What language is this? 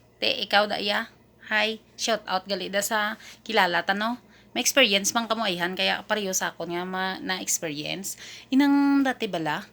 Hiligaynon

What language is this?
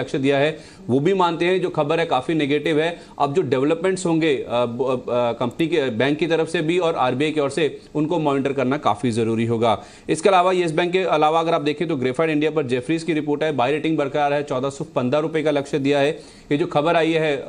Hindi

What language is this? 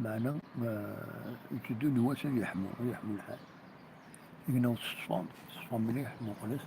Kabyle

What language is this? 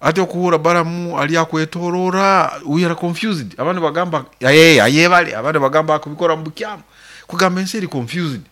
Nyoro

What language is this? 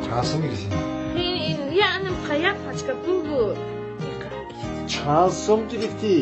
Tajik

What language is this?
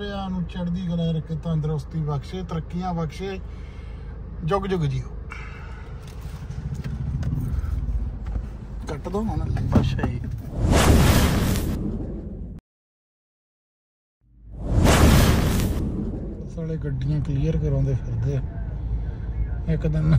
Punjabi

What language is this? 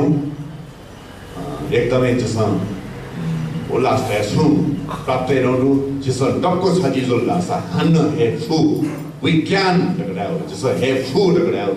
Newari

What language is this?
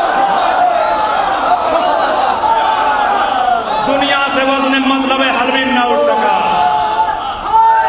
Urdu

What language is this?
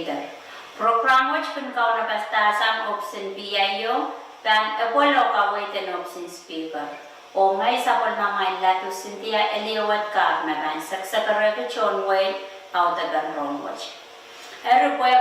Pohnpeian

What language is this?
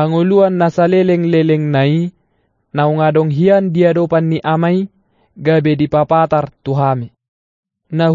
Batak Toba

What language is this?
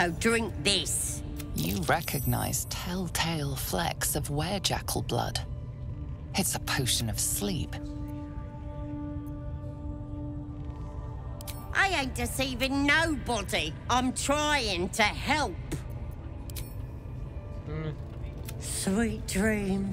English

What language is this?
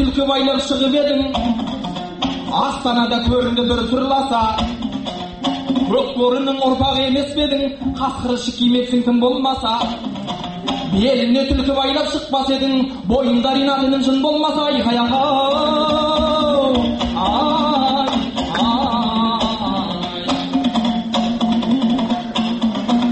Kazakh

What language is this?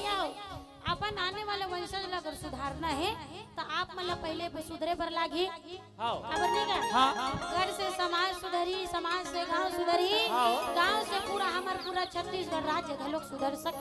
Chhattisgarhi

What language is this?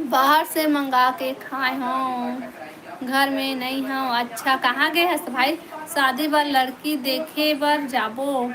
Chhattisgarhi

